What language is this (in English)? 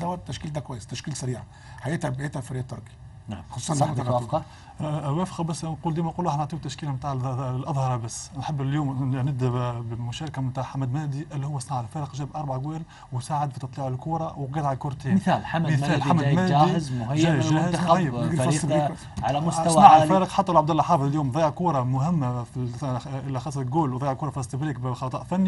Tunisian Arabic